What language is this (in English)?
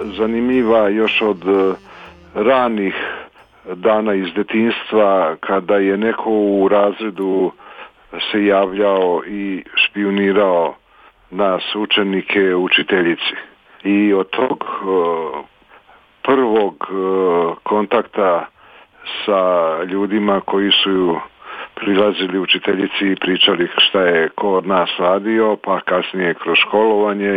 Serbian